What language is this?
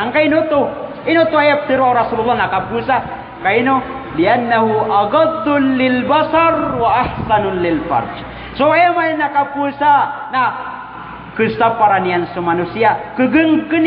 Maranao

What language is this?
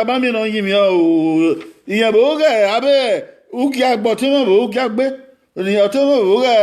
Bini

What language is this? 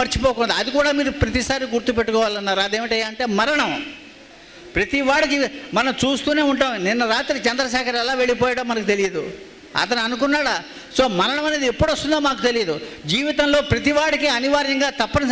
Telugu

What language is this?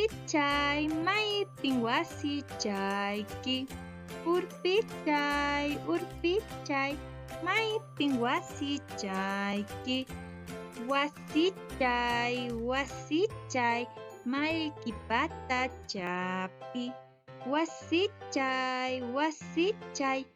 Quechua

